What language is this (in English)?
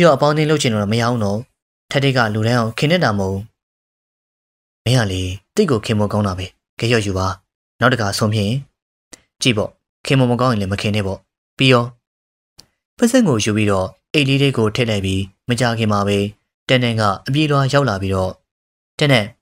Burmese